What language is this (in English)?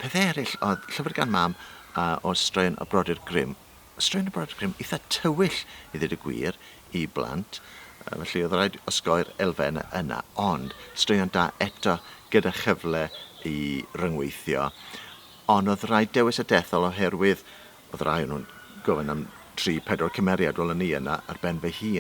Welsh